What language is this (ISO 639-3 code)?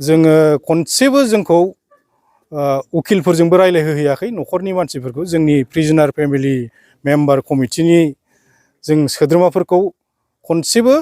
brx